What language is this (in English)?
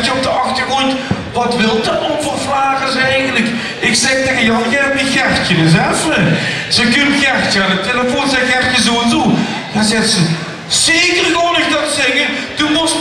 Limburgish